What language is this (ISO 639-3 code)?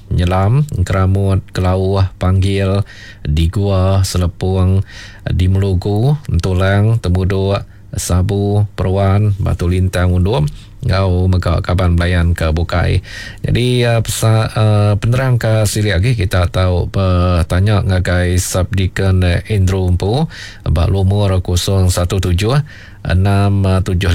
iba